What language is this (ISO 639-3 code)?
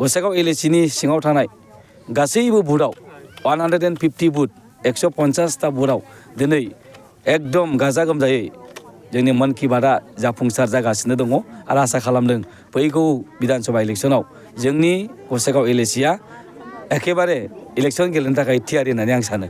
brx